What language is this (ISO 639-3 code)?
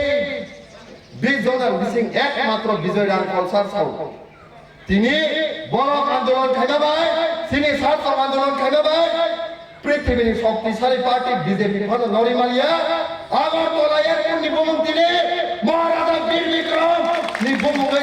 trp